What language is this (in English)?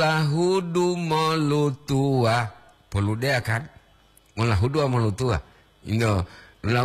Gorontalo